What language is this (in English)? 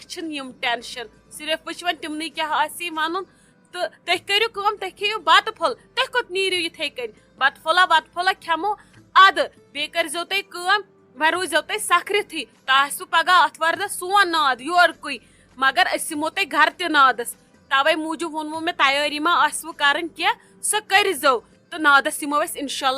Kashmiri